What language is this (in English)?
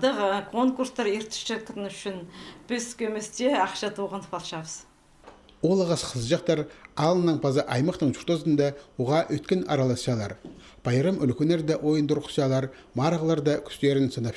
Khakas